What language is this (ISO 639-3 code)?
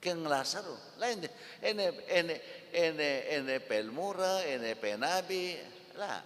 pam